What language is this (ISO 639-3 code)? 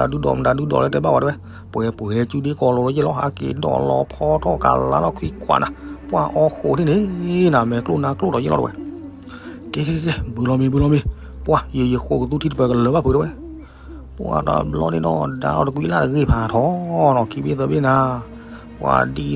ksw